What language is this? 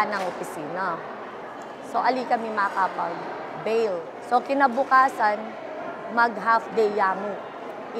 Pampanga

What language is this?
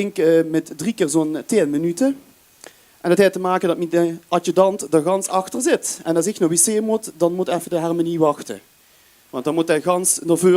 Limburgish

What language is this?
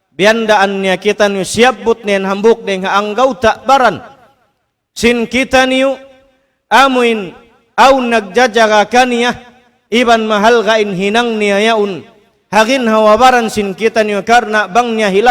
Tausug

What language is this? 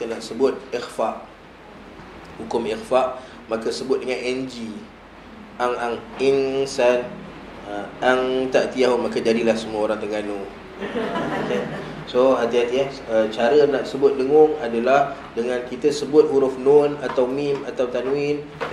Malay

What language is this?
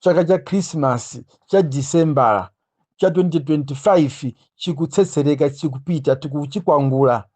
Nyanja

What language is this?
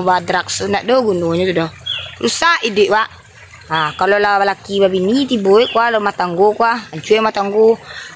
Minangkabau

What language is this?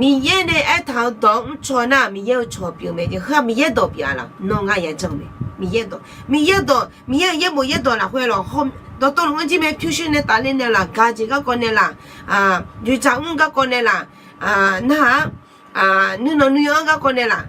Akha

